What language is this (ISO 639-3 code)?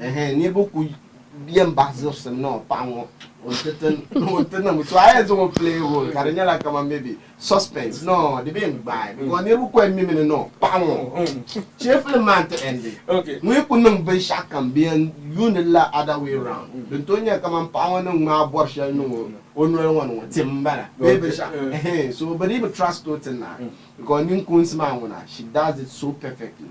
dag